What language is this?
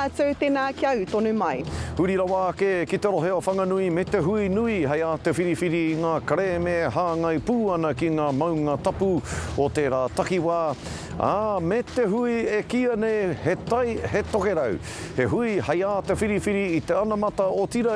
Māori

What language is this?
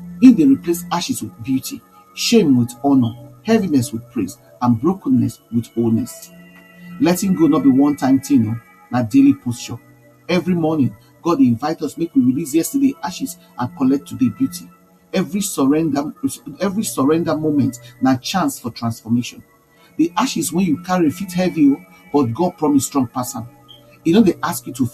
Nigerian Pidgin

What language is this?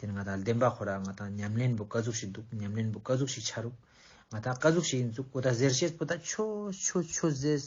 Ladakhi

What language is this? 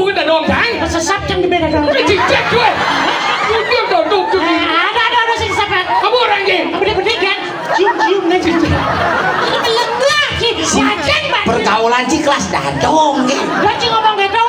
Balinese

